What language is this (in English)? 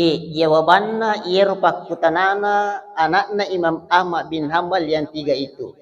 Buginese